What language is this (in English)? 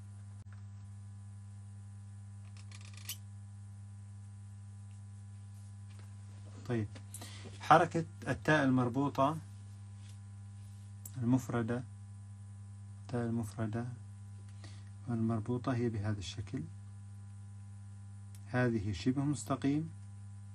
Arabic